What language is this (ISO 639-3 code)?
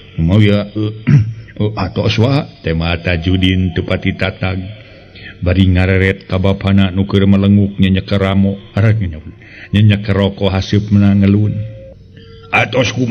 sun